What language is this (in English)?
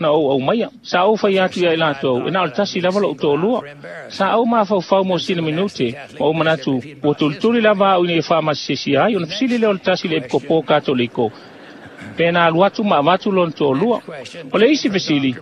Samoan